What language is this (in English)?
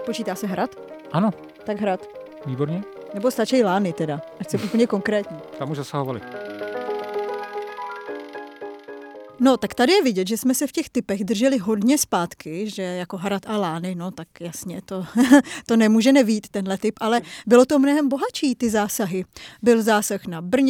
Czech